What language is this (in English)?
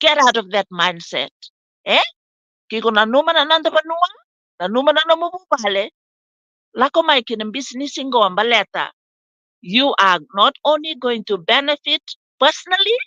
Fijian